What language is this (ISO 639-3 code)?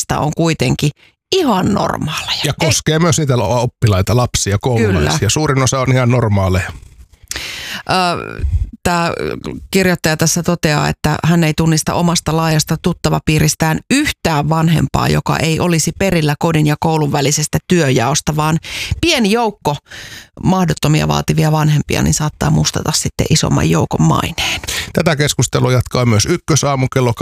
fin